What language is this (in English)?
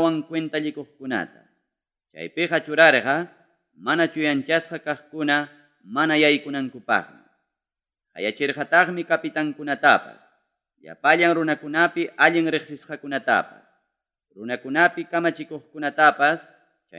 Ayacucho Quechua